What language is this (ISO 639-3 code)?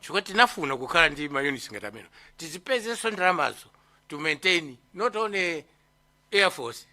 nya